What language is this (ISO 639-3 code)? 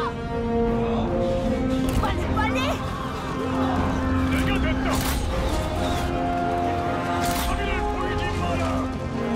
kor